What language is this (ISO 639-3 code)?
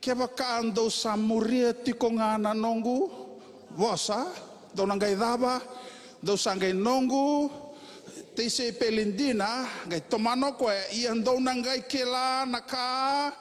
fij